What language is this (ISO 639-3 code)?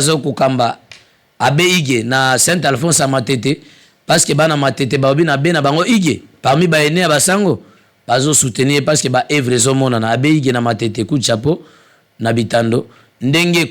lin